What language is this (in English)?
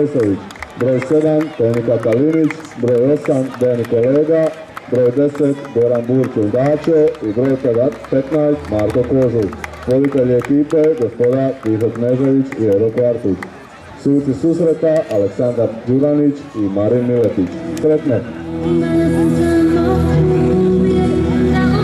Croatian